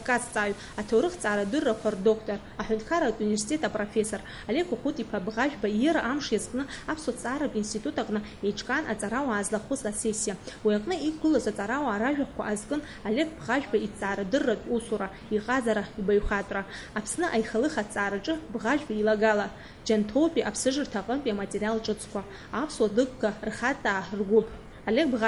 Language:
Abkhazian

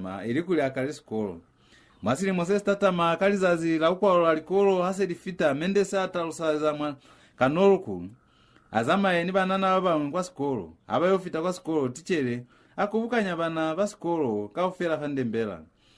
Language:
Lozi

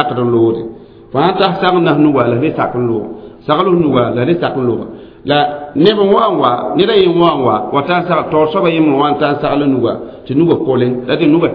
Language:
Mossi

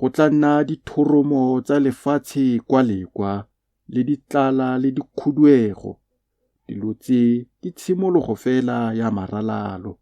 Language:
Tswana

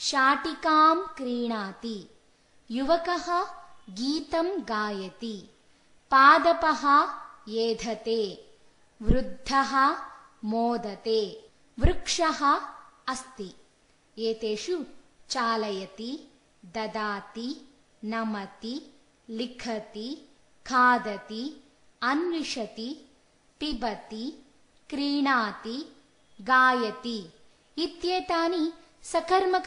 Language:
Sanskrit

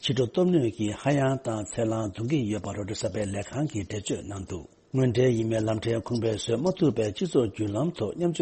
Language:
Tibetan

